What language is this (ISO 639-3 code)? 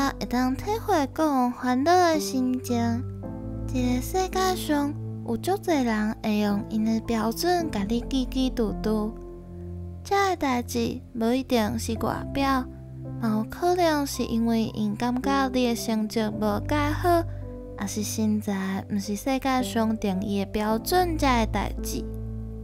nan